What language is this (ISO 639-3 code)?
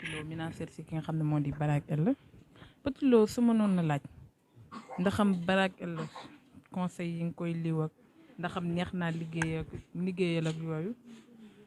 wol